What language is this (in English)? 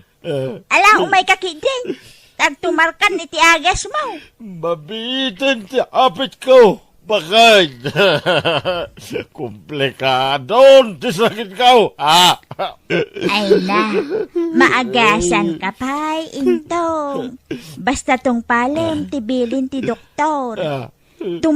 Iloko